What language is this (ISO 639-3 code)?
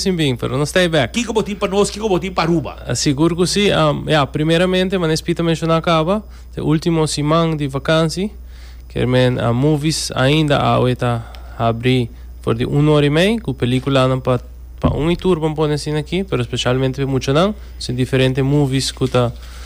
pap